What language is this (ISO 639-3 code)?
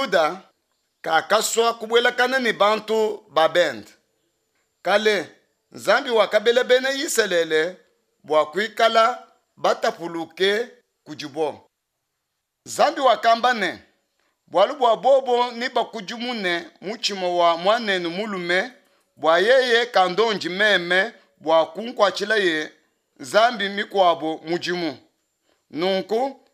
lua